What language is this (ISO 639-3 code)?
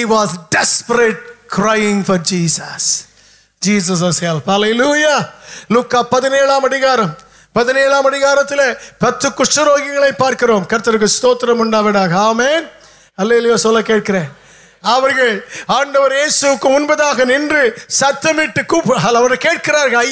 tam